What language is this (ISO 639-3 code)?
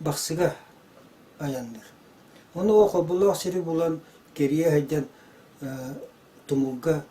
sah